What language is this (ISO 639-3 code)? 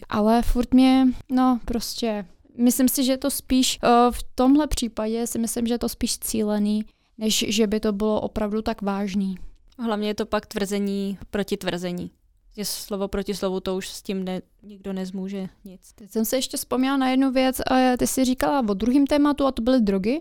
ces